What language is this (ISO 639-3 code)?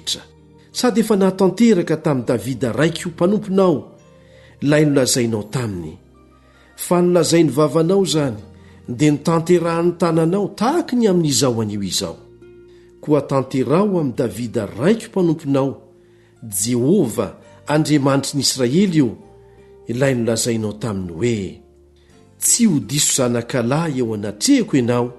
mlg